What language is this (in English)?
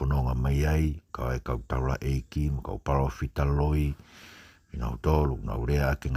Tongan